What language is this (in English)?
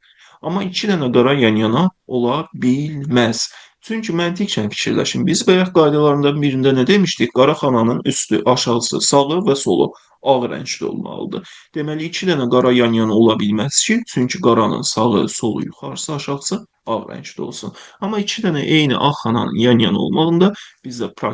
Azerbaijani